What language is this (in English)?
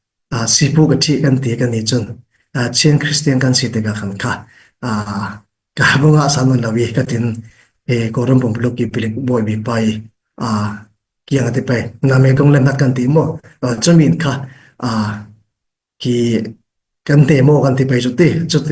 Falam Chin